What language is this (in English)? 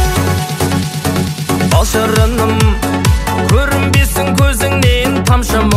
Kazakh